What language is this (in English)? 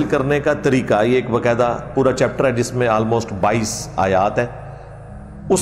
Urdu